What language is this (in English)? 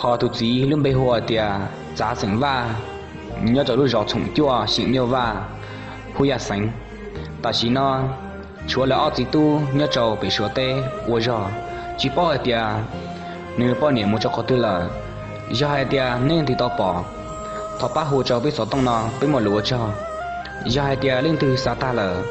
Hmong